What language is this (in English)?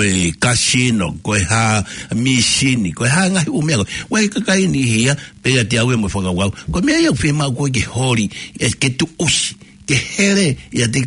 Tongan